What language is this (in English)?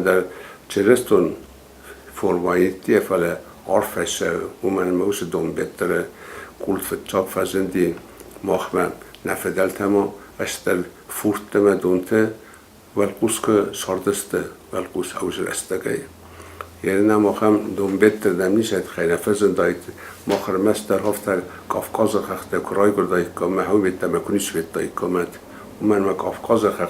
Ossetic